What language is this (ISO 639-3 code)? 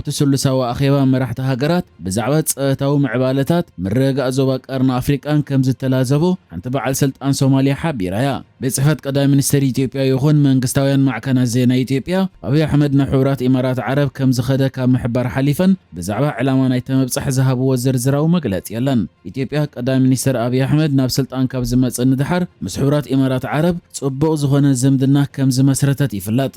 tir